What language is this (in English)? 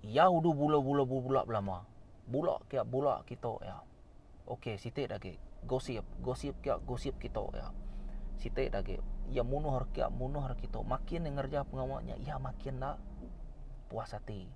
Iban